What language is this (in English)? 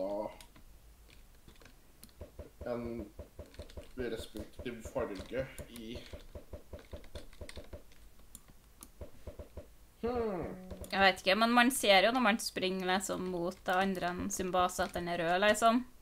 Norwegian